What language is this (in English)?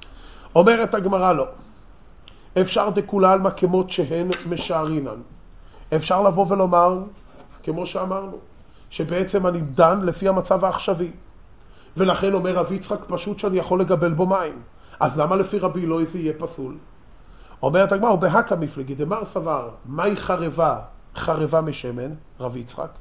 Hebrew